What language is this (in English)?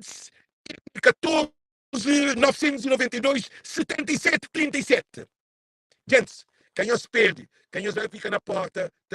Kabuverdianu